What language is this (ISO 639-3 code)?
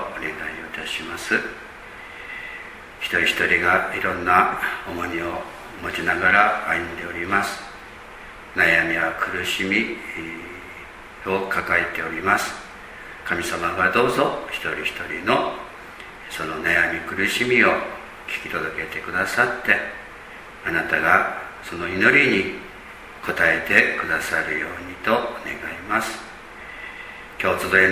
jpn